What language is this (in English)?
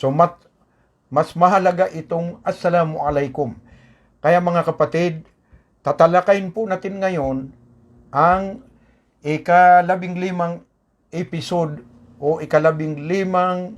Maranao